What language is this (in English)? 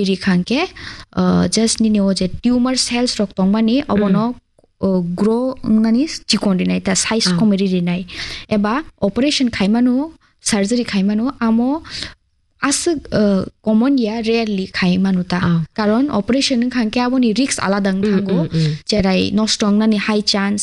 Kok Borok